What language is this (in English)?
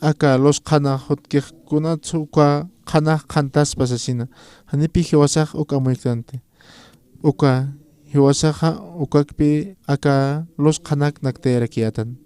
Aymara